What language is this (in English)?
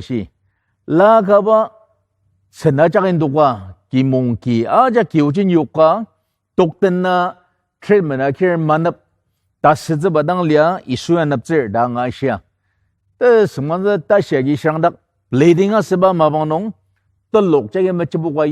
Ao Naga